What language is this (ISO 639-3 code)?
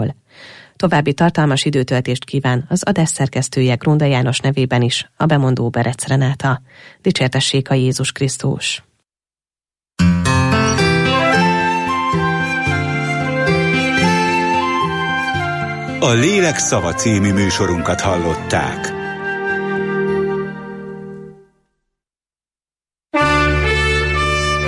hun